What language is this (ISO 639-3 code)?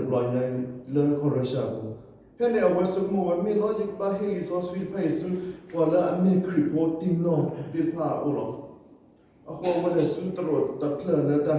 ksw